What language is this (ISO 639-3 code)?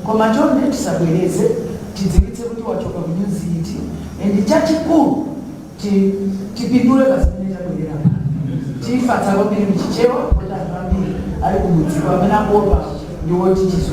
nya